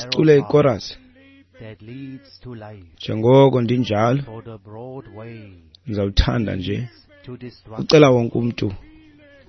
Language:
Xhosa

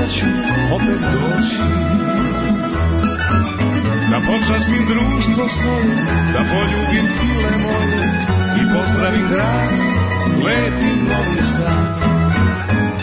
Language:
Serbian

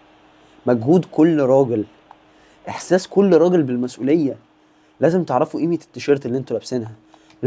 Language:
Egyptian Arabic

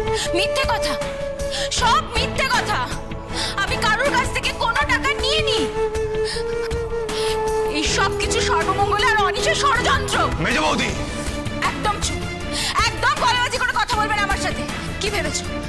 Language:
Bangla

